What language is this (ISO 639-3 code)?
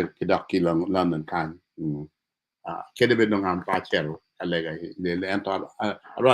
ach